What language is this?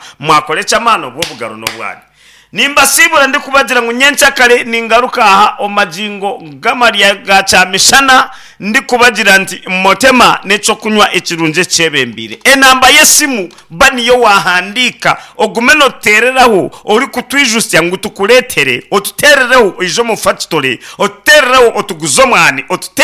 Nyankole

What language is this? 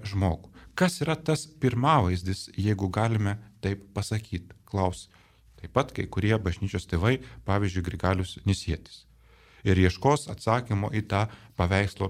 Lithuanian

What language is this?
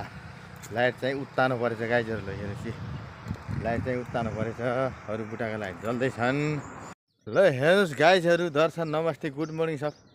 Nepali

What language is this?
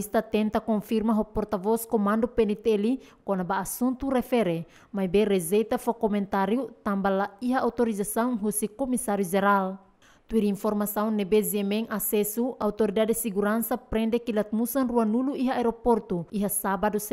Tetum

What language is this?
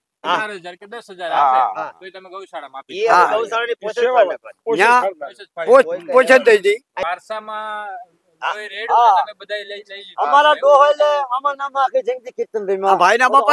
Gujarati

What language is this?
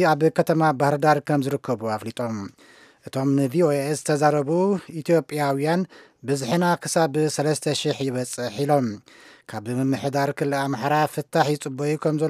Tigrinya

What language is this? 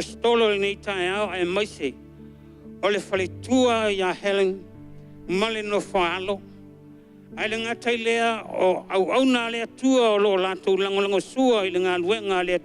Samoan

